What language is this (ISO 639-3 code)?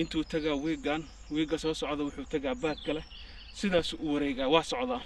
som